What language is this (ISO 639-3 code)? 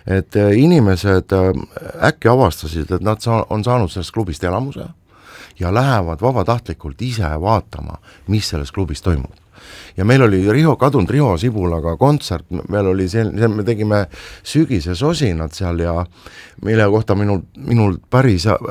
est